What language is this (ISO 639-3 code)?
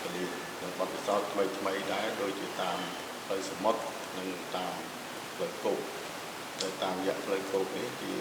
khm